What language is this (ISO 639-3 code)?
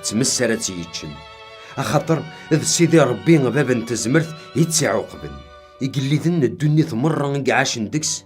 kab